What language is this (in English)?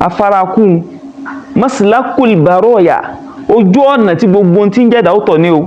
Yoruba